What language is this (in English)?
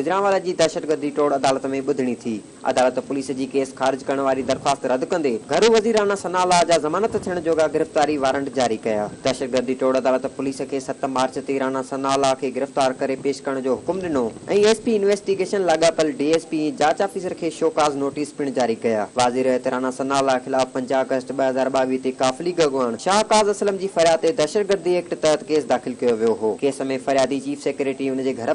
Sindhi